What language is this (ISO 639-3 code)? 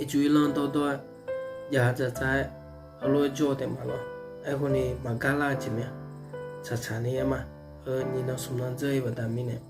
ahk